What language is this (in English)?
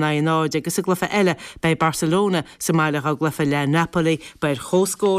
Irish